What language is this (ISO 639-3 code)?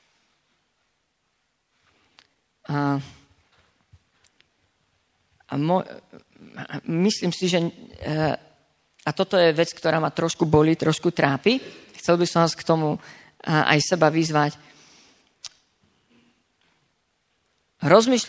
slk